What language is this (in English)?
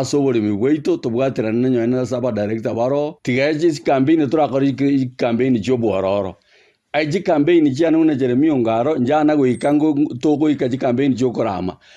Gusii